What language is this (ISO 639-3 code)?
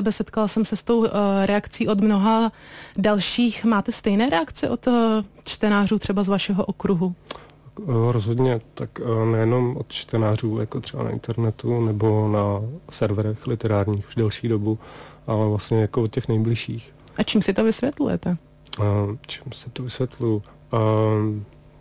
ces